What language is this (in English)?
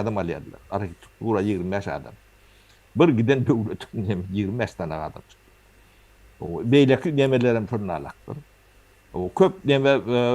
Turkmen